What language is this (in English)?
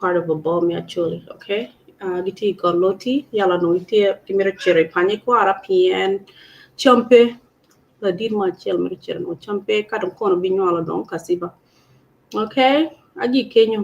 Acoli